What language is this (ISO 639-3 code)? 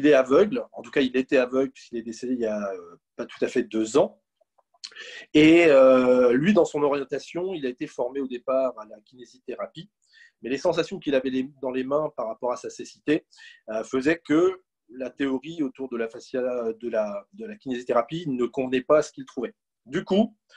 fra